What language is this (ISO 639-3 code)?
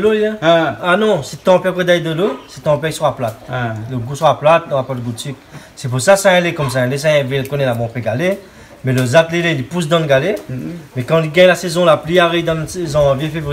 rcf